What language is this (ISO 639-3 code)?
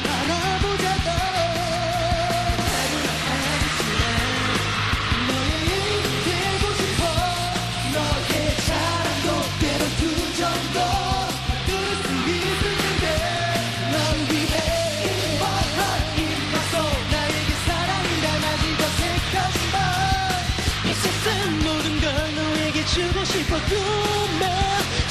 kor